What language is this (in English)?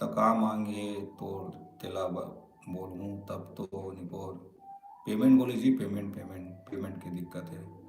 Chhattisgarhi